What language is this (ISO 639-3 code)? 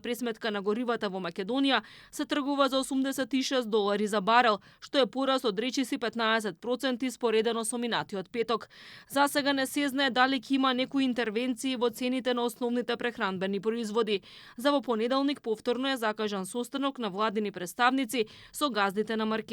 mkd